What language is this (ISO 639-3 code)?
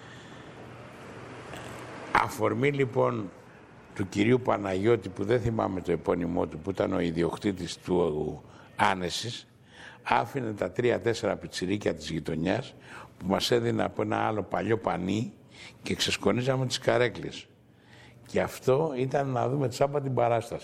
ell